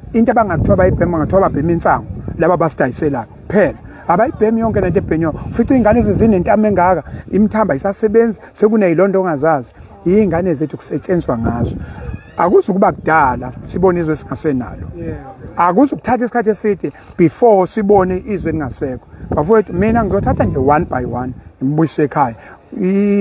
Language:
Zulu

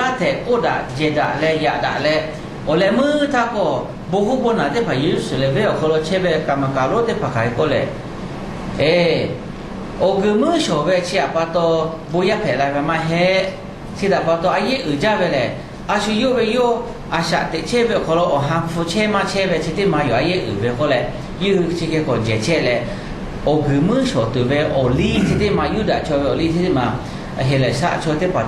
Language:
Lahu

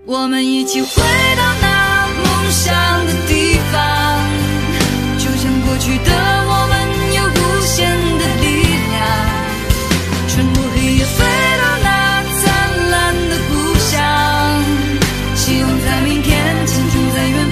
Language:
Chinese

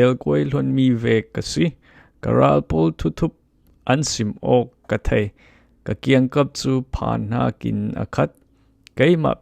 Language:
Falam Chin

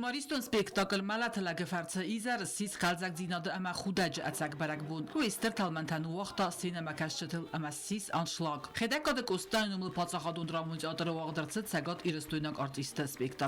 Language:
Ossetic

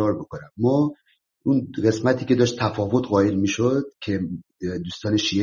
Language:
Persian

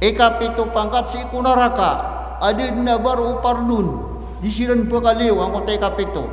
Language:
Maranao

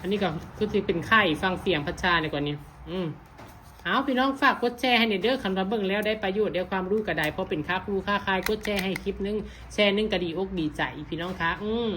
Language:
Northeastern Thai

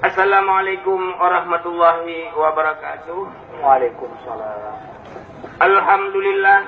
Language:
Achinese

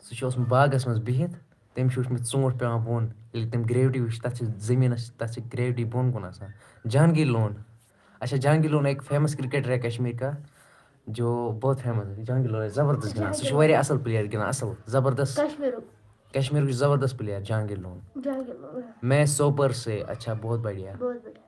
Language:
Kashmiri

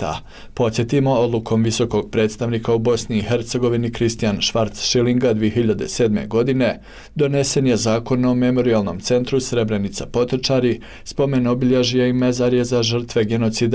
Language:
Bosnian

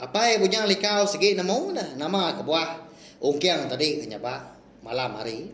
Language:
Iban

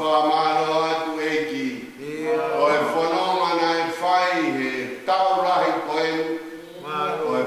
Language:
Tongan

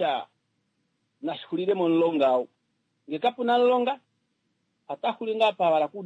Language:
Kuanyama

